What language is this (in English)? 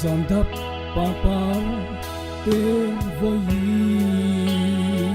Falam Chin